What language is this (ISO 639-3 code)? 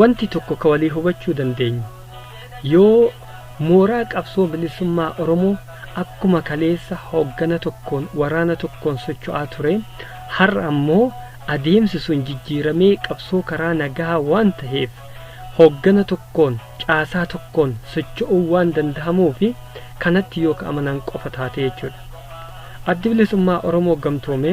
orm